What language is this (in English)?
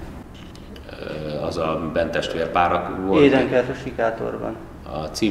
Hungarian